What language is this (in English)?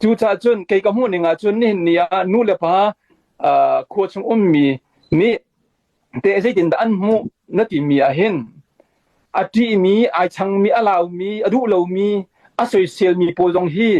Hakha Chin